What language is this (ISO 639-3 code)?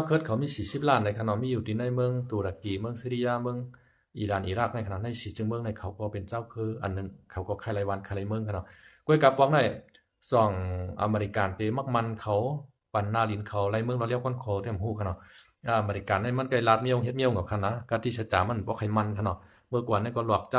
shn